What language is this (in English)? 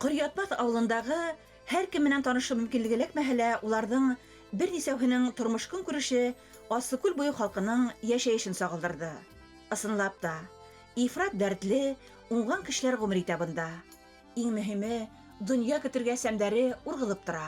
Bashkir